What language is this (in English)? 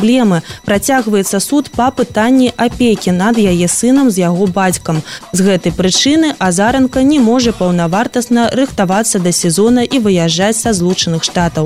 Belarusian